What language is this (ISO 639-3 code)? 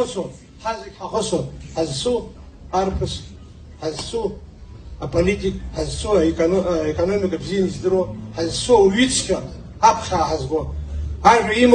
abk